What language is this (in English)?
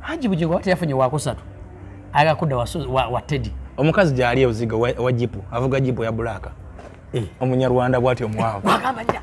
Ganda